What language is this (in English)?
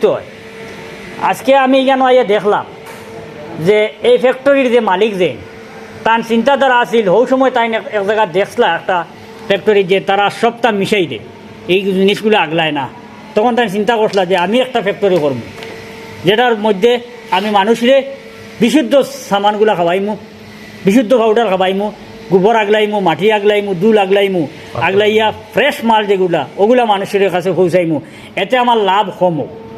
Sylheti